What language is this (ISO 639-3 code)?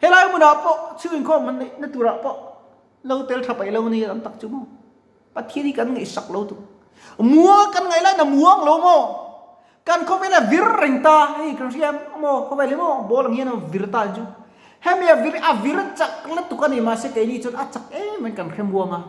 lus